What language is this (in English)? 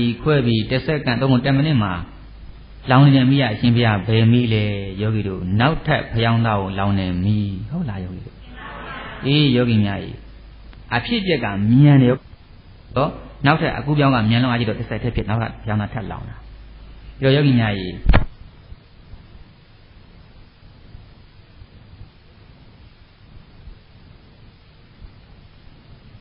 Burmese